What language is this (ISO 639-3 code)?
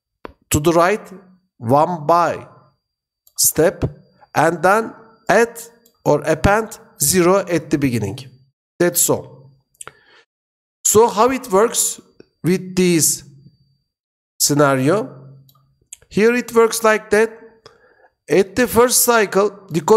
eng